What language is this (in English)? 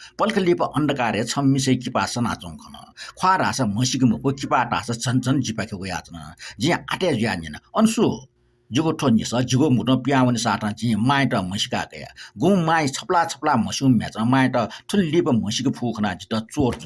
Newari